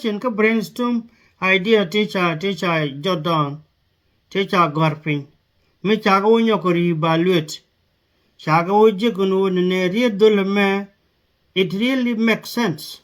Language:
Nuer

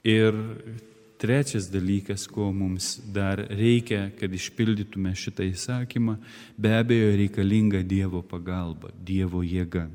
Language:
Lithuanian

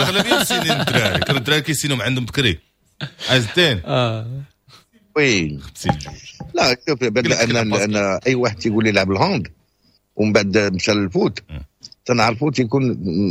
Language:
Moroccan Arabic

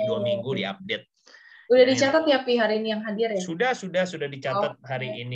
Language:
Indonesian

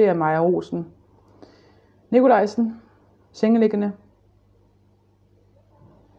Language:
Danish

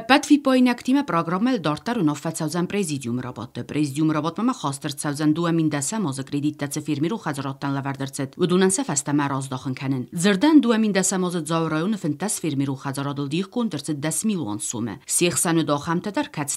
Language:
Ossetic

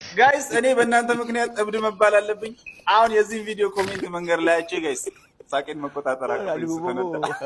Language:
Amharic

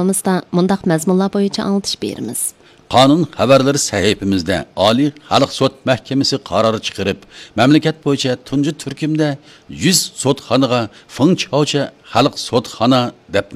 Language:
Uyghur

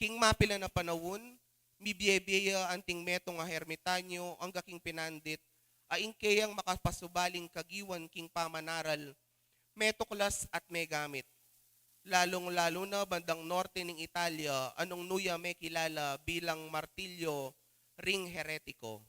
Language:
Pampanga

